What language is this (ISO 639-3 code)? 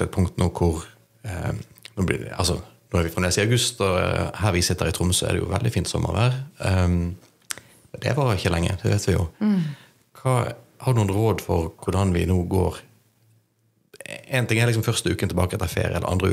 nor